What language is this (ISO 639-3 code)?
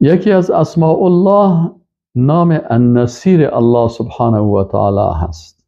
fas